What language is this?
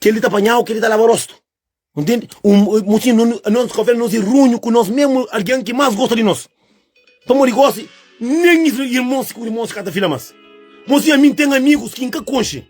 Kabuverdianu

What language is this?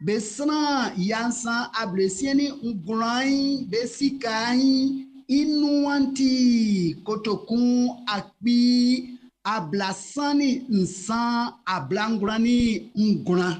Baoulé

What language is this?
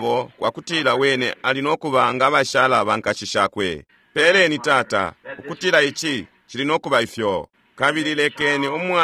Bemba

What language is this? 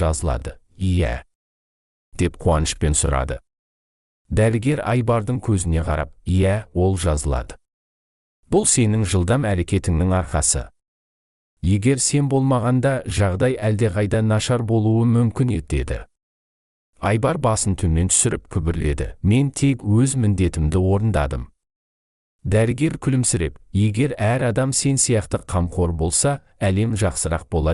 Kazakh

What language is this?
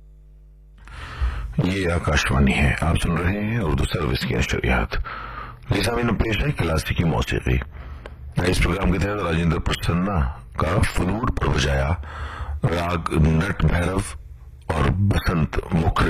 Urdu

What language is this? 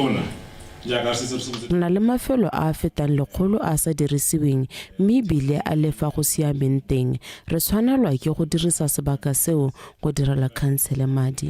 Tswana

